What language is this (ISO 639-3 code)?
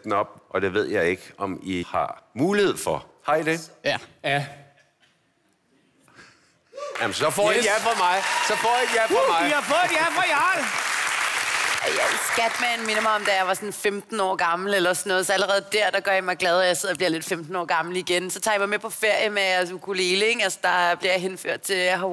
dan